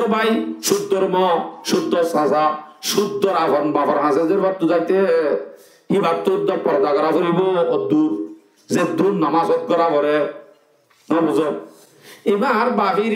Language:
Rohingya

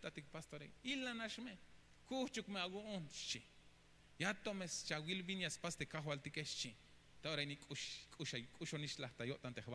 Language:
Tzeltal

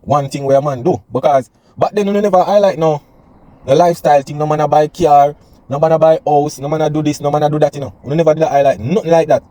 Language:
Jamaican Creole English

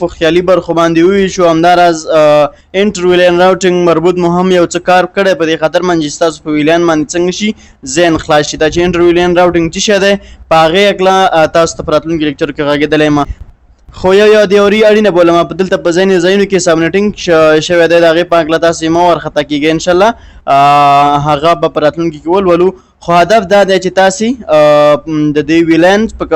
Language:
Pashto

